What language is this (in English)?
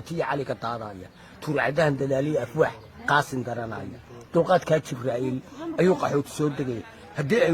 Somali